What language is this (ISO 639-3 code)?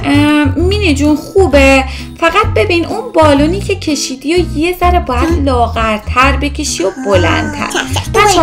fas